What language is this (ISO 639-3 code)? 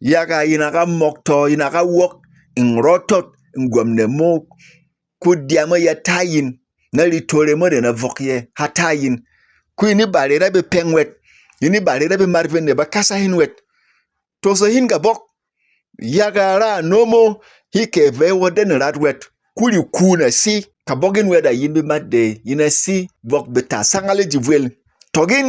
bom